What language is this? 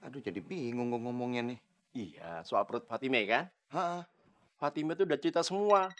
Betawi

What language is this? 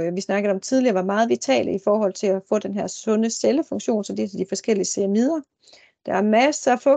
Danish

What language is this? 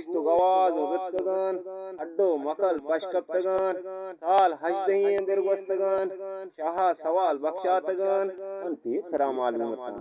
Eastern Balochi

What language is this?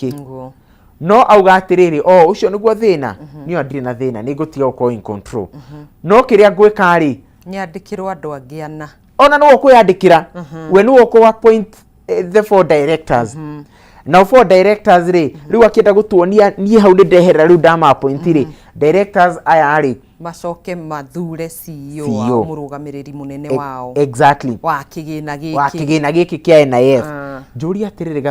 Kikuyu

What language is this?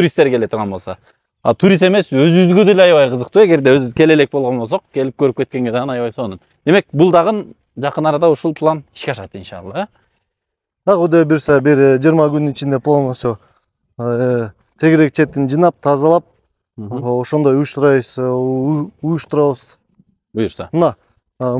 Kyrgyz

